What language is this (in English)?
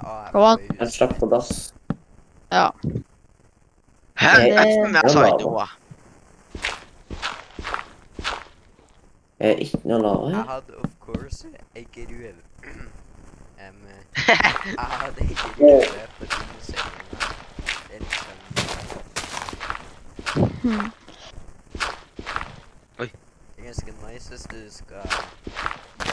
Norwegian